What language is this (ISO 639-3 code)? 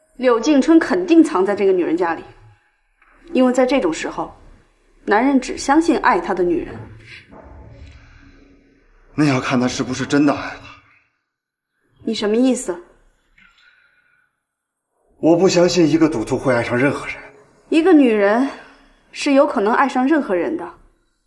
zho